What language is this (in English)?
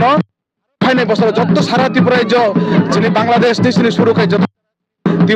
Kok Borok